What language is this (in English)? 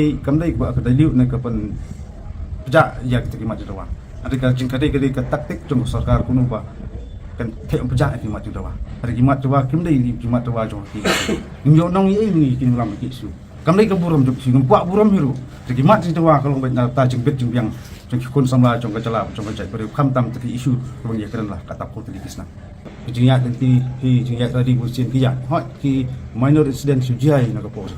Khasi